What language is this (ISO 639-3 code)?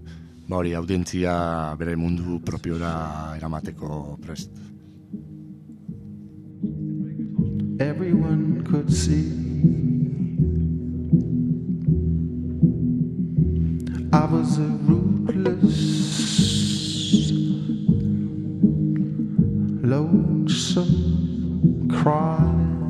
eus